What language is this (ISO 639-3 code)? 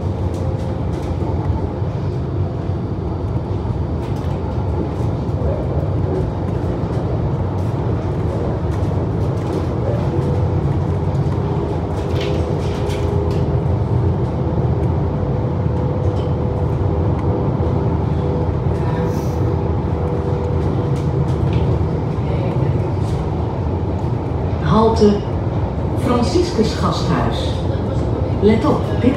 nld